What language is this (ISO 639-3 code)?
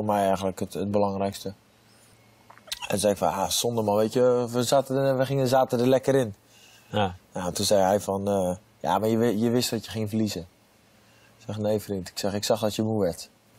nld